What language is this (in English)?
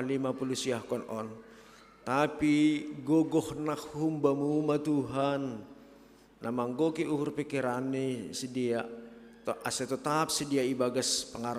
Batak Simalungun